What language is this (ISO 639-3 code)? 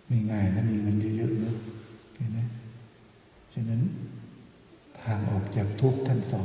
tha